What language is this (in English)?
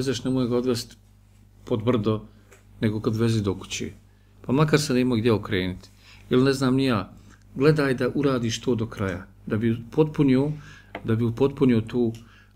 Bosnian